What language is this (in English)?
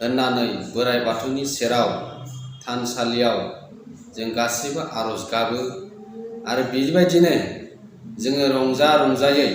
Bodo